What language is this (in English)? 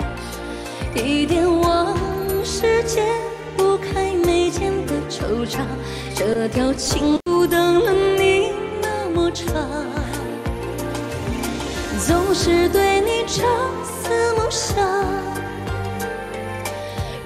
Chinese